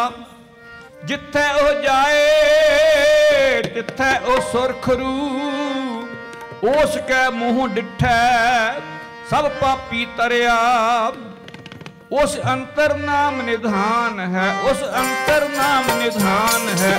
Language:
Punjabi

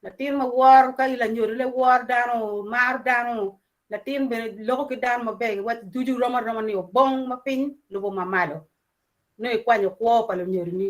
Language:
Acoli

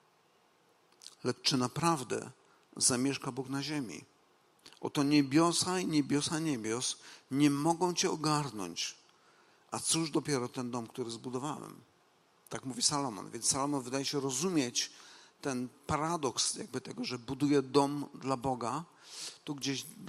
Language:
Polish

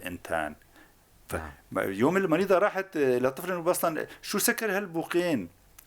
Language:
North Levantine Arabic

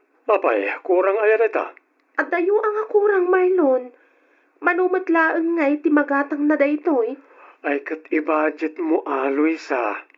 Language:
Iloko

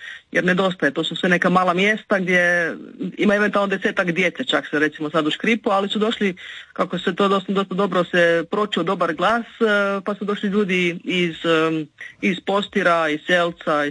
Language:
Croatian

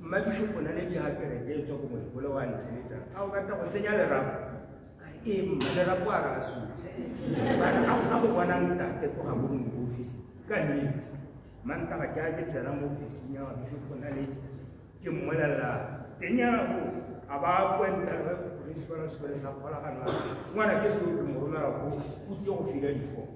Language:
Tswana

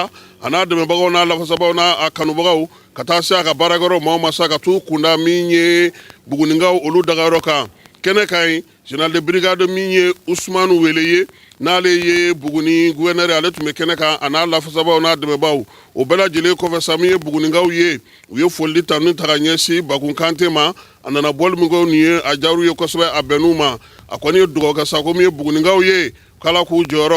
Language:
Bambara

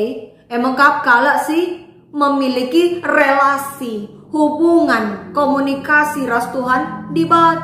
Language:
Batak Karo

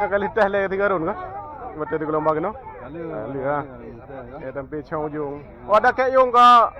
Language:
Achinese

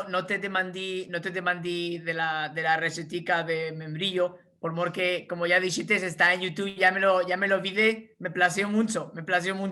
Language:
Ladino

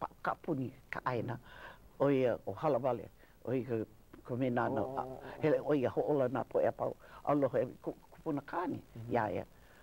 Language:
Hawaiian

